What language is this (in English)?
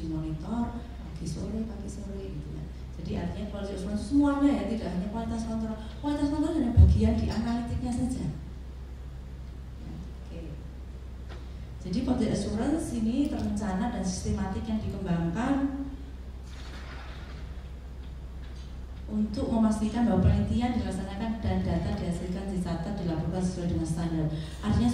Indonesian